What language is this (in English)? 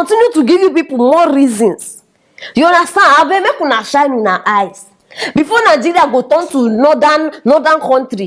Nigerian Pidgin